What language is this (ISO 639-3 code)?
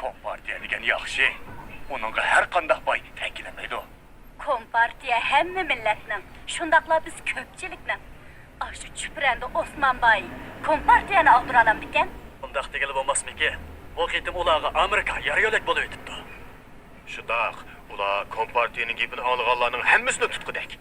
uig